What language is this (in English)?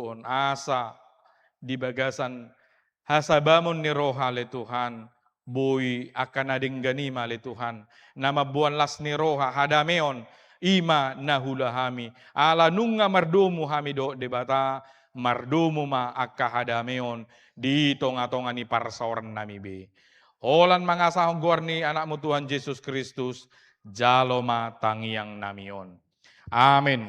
Batak Toba